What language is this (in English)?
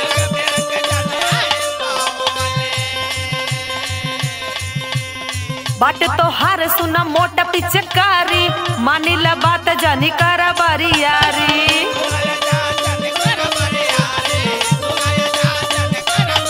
Bhojpuri